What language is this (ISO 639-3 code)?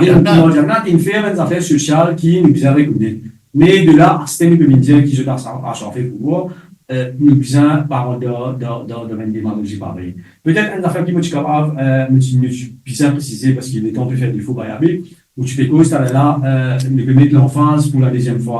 mfe